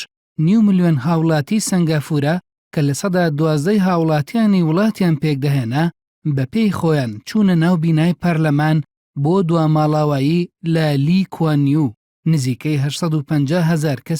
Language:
Central Kurdish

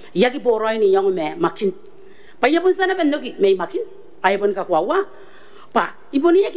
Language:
Gilbertese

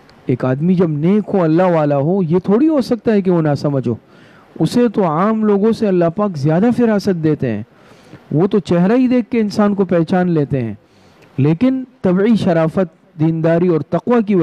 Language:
Urdu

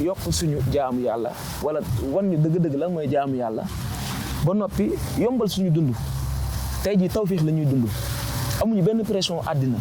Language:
Wolof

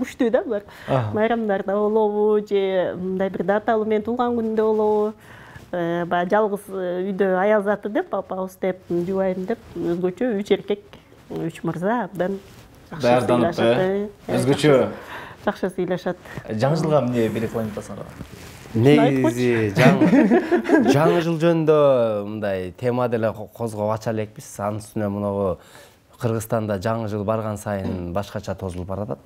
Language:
Kyrgyz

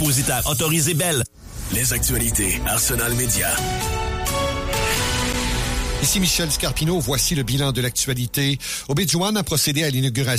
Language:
French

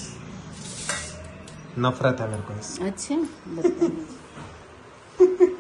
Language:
Hindi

